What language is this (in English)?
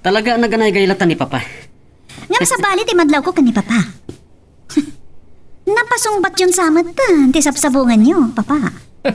Iloko